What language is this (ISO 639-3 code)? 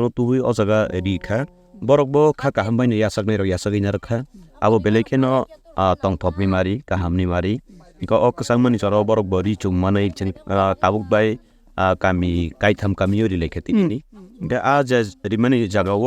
trp